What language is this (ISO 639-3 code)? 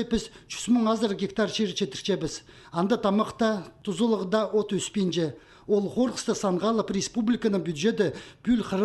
kjh